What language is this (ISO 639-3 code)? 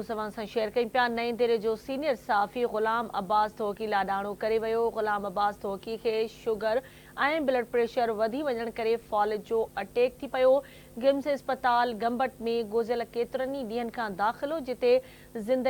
snd